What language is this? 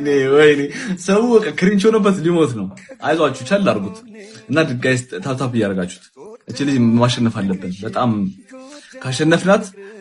Amharic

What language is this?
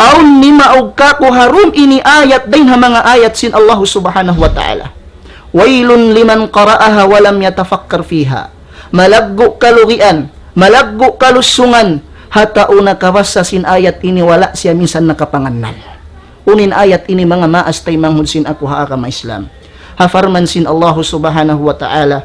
Tausug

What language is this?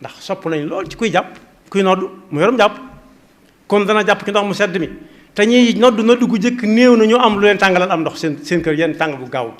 Wolof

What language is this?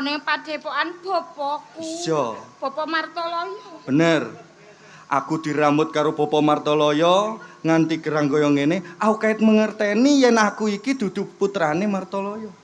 Javanese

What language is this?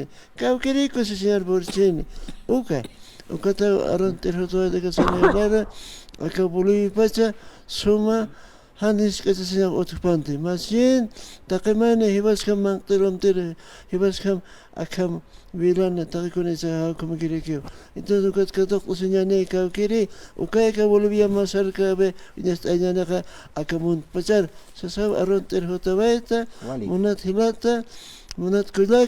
Aymara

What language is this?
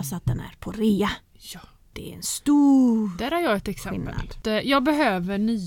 Swedish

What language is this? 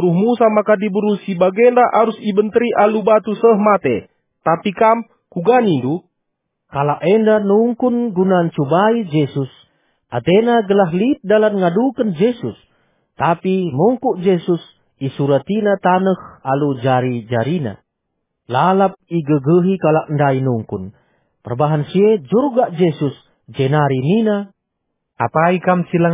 Batak Karo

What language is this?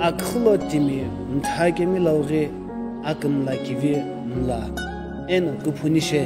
Sumi Naga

